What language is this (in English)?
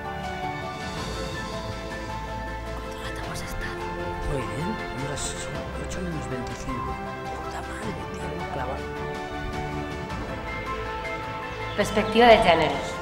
Spanish